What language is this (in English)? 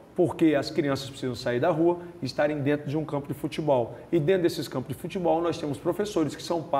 Portuguese